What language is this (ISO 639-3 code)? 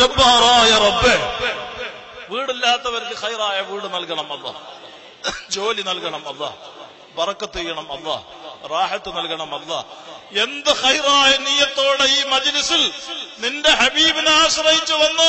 mal